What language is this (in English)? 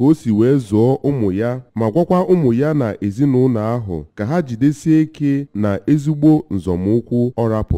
Igbo